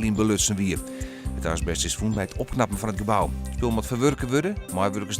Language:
Western Frisian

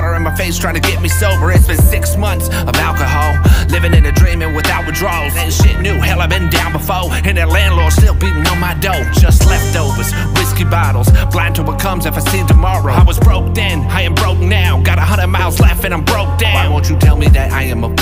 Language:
English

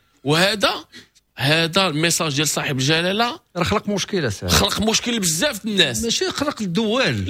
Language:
Moroccan Arabic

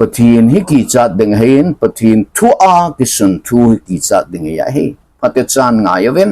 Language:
Thado Chin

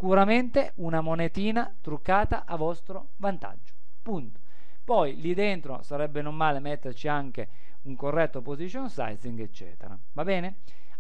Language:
Italian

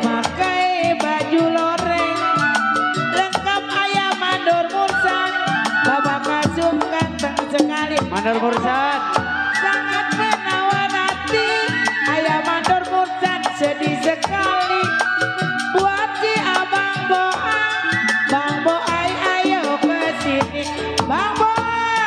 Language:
Betawi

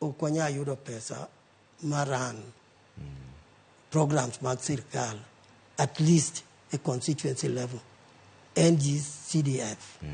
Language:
Luo (Kenya and Tanzania)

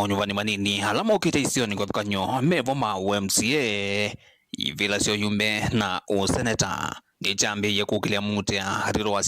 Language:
Kamba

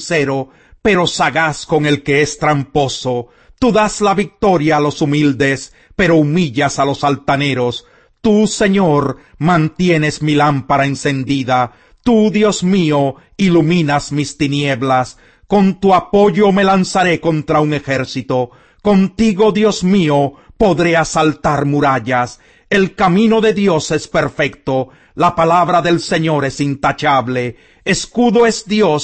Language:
Spanish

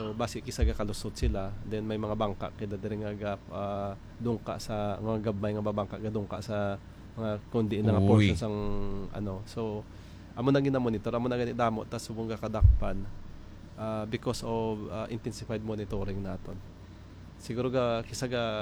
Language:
Hiligaynon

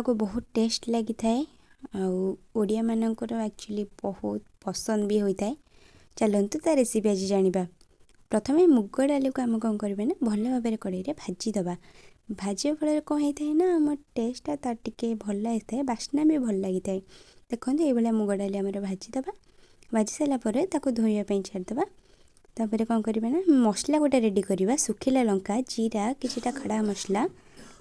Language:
Odia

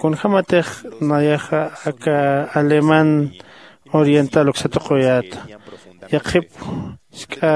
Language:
Aymara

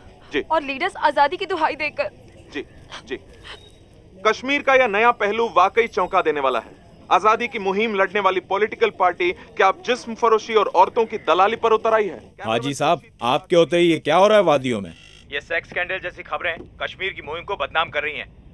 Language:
Hindi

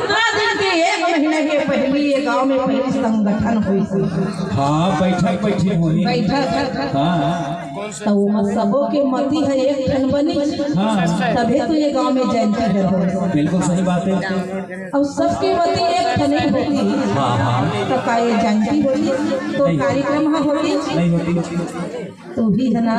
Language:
Chhattisgarhi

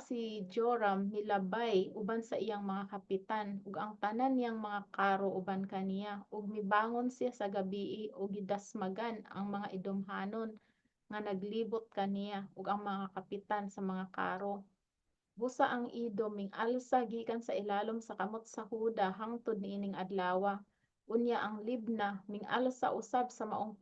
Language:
Cebuano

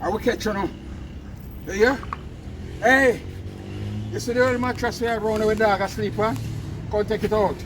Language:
Jamaican Creole English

